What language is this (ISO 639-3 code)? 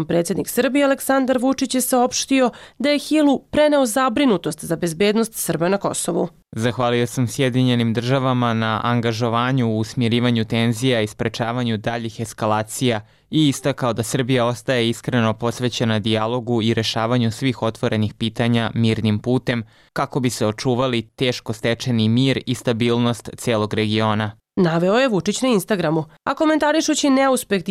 srp